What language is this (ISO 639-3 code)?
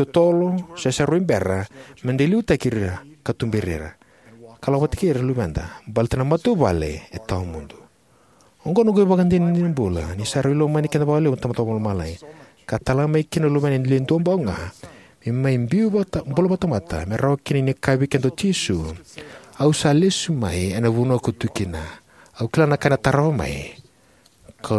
fij